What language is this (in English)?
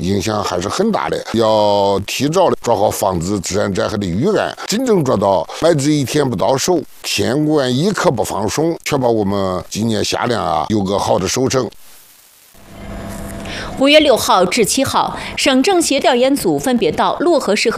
Chinese